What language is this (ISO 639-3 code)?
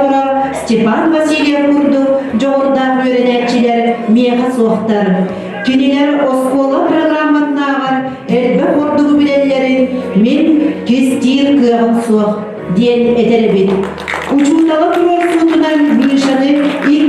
sah